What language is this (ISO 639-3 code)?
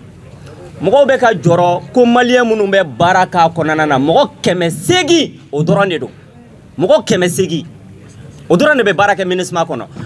bam